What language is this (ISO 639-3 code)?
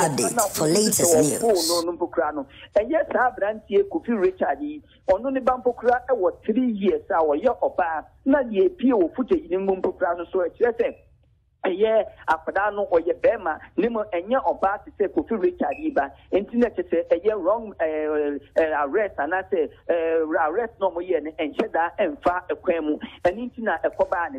aka